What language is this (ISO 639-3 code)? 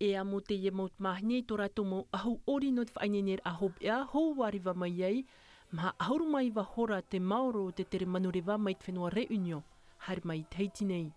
tah